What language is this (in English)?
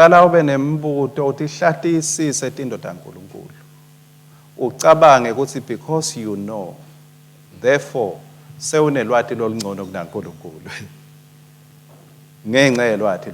Swati